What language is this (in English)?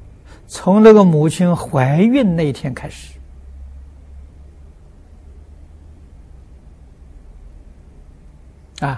Chinese